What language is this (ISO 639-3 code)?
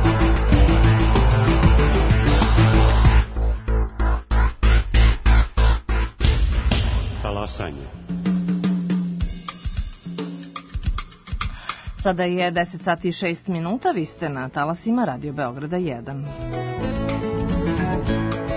srp